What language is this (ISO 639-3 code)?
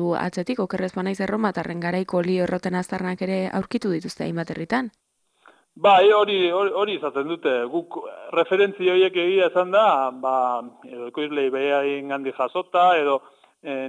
eus